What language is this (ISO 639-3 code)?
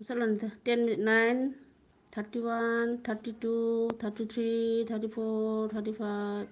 mni